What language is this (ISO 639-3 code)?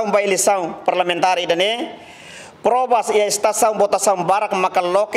tet